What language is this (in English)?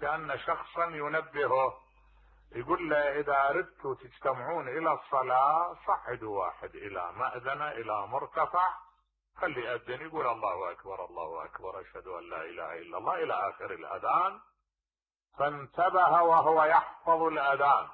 Mesopotamian Arabic